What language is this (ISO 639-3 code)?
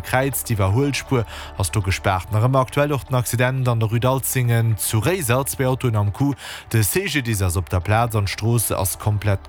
ltz